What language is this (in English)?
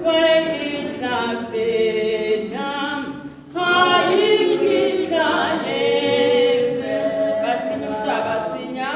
Tswana